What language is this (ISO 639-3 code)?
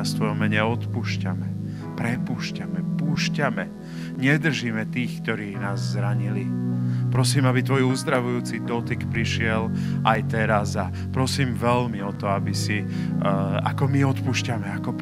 slk